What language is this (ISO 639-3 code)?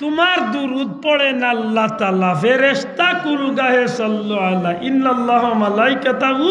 syl